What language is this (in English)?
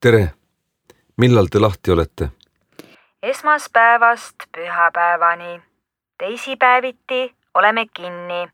Estonian